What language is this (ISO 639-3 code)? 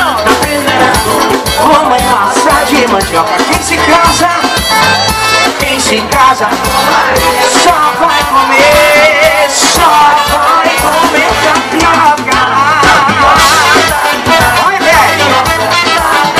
por